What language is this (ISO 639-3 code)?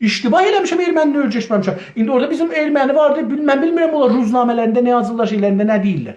azb